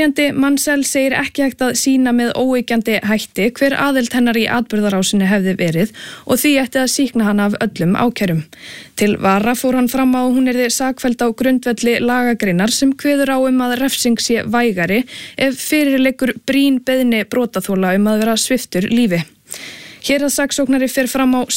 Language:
Icelandic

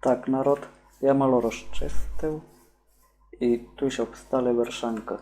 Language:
Rusyn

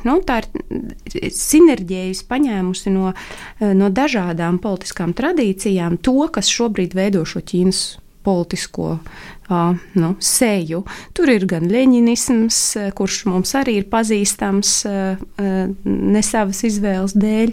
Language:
Latvian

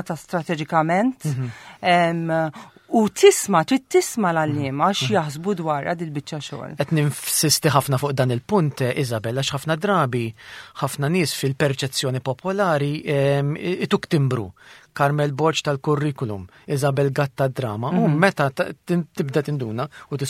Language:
Maltese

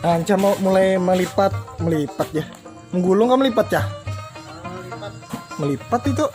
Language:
Banjar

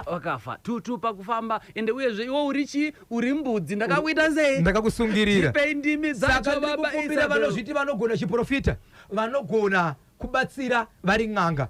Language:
Shona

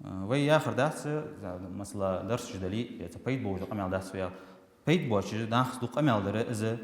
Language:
Ingush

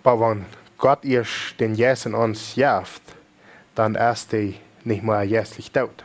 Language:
Plautdietsch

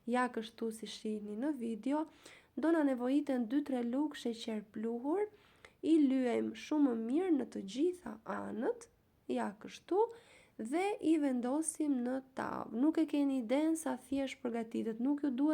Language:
Albanian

